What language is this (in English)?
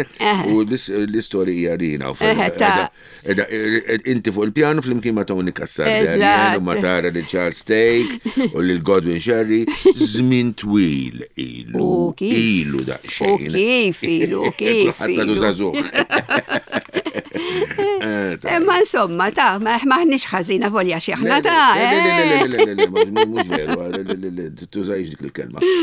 Maltese